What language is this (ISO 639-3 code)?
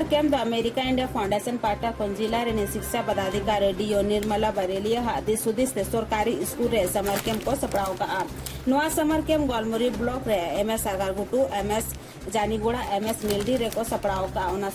sat